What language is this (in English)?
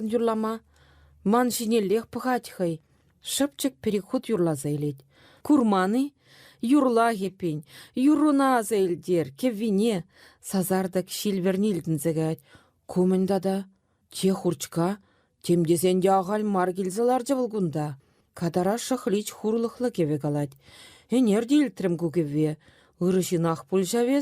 Chuvash